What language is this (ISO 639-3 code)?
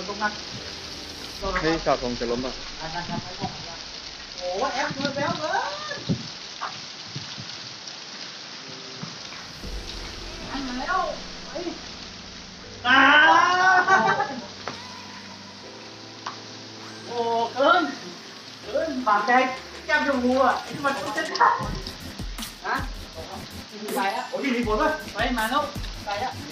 tha